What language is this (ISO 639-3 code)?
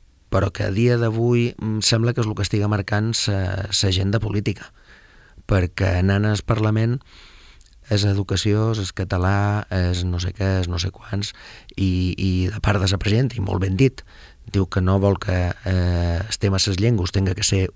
cat